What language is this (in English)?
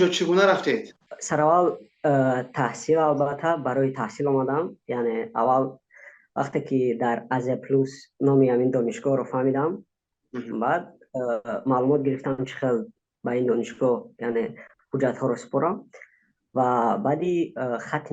Tajik